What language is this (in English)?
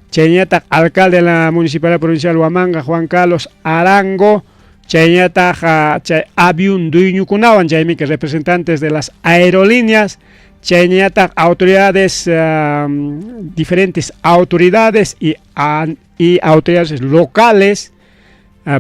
Ayacucho Quechua